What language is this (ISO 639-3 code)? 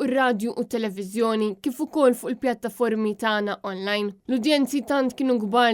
mlt